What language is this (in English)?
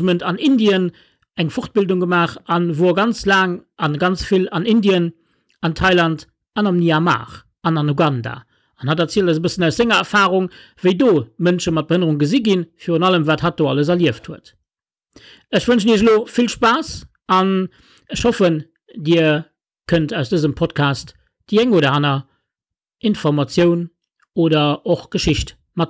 Luxembourgish